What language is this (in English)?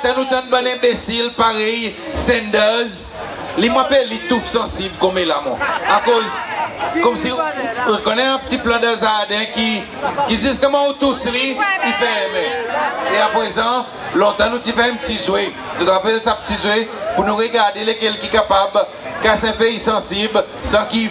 Seselwa Creole French